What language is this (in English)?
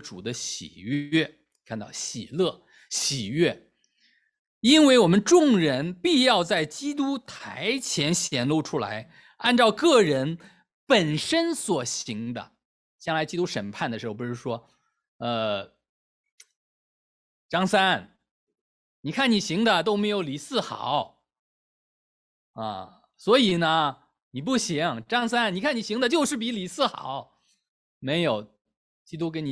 Chinese